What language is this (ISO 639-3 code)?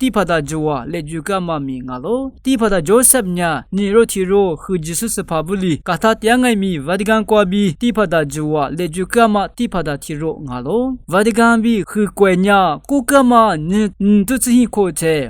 lis